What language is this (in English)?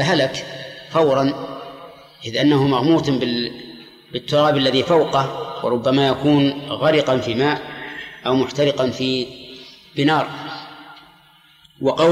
Arabic